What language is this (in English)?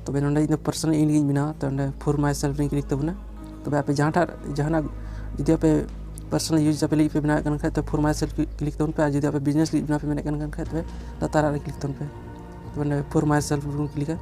Santali